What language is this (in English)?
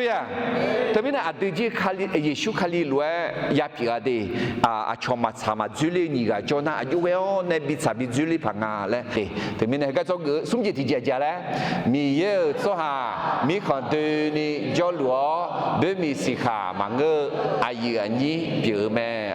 Akha